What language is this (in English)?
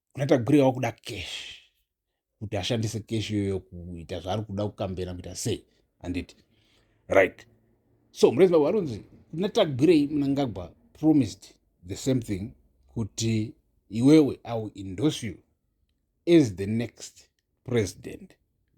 Shona